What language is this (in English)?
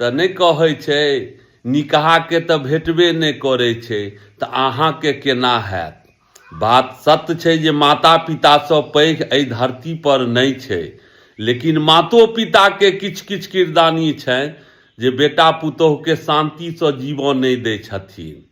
Maithili